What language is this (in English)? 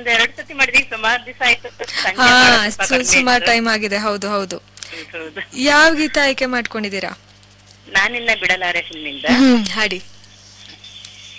Kannada